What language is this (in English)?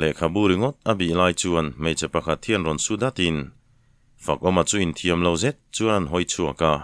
Mizo